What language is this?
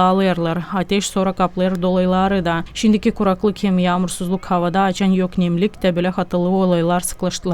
Gagauz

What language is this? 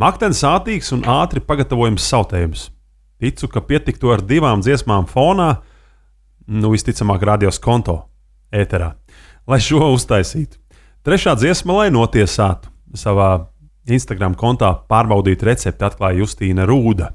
Latvian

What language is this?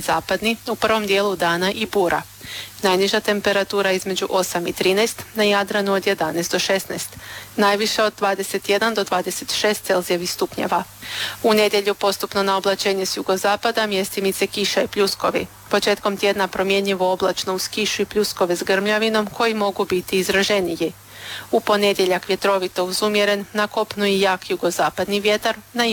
Croatian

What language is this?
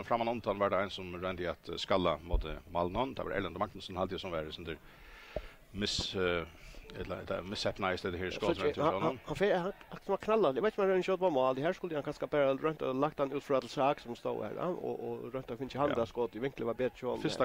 Faroese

